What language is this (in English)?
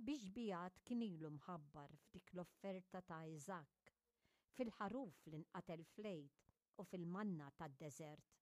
Maltese